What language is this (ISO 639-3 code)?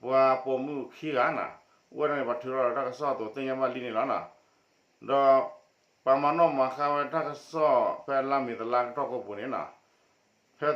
ksw